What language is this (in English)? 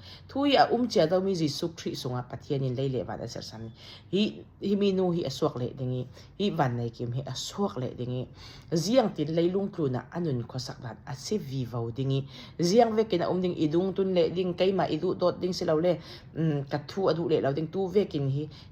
Falam Chin